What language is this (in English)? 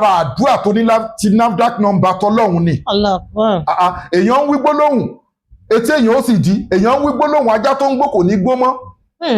Yoruba